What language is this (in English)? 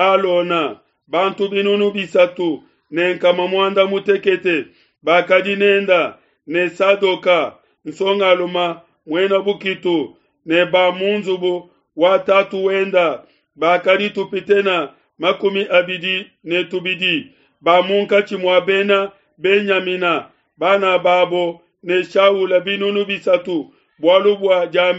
Luba-Lulua